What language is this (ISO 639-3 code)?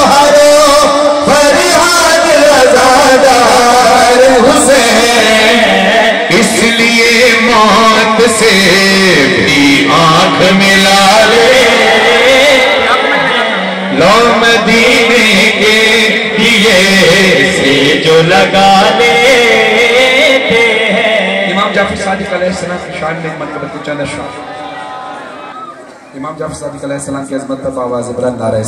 urd